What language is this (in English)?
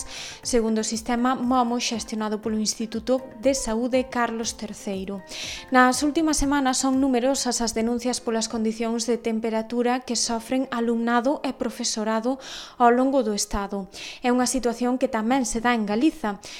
Galician